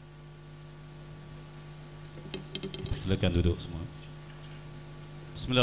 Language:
Malay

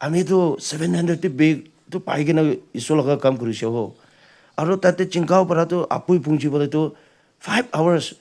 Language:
Naga Pidgin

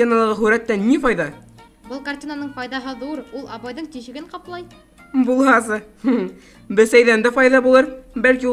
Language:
Bashkir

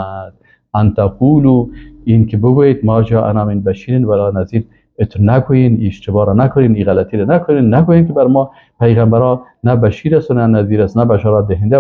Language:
Persian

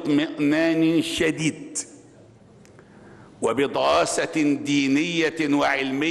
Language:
Arabic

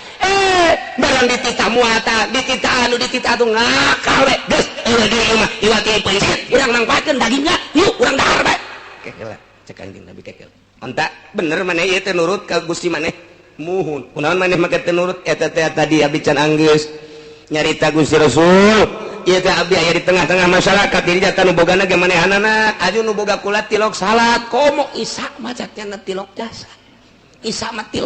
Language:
Sundanese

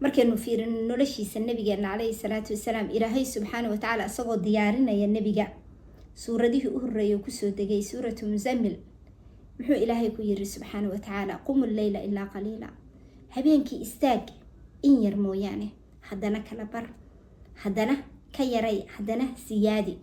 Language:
Somali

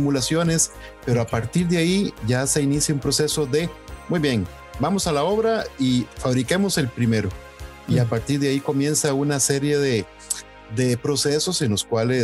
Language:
Spanish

